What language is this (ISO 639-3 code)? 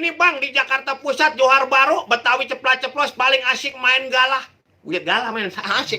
bew